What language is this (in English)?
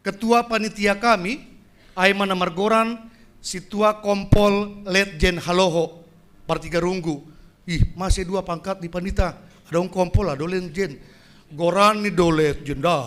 Batak Simalungun